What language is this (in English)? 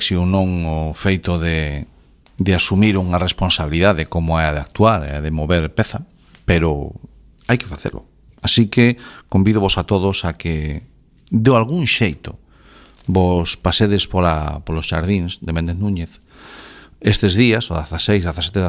Galician